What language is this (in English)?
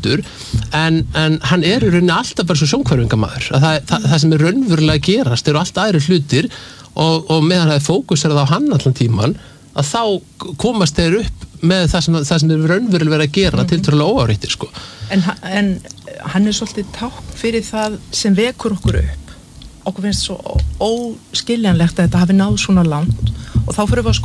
Icelandic